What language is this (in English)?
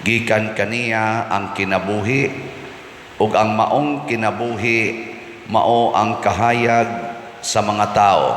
Cebuano